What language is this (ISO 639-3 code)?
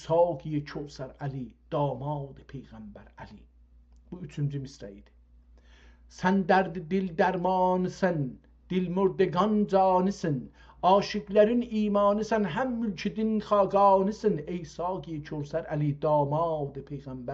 azb